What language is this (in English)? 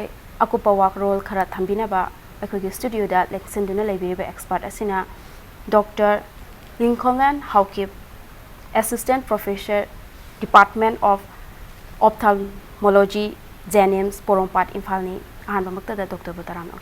Manipuri